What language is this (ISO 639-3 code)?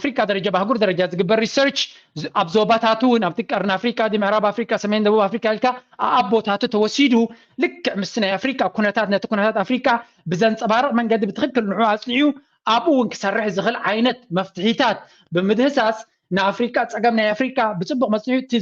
tir